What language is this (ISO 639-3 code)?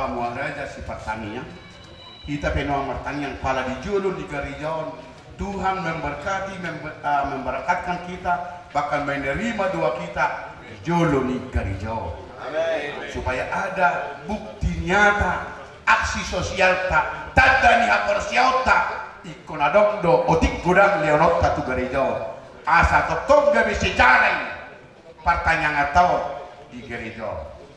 bbc